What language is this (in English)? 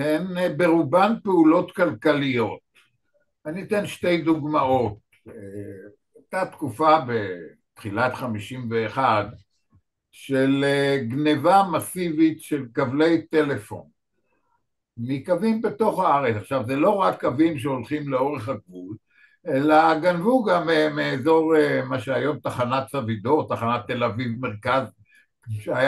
Hebrew